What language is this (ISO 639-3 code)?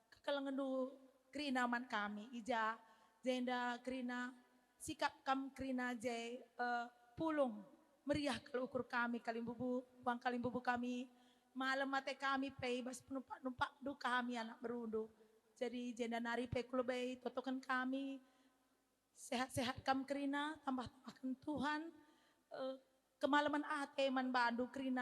btx